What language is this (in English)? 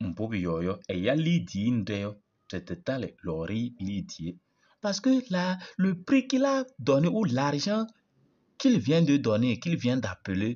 Kabiyè